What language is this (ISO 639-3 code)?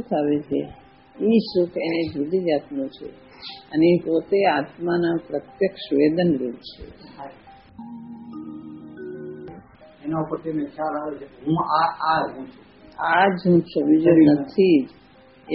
guj